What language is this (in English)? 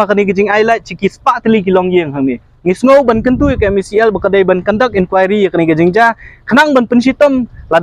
Khasi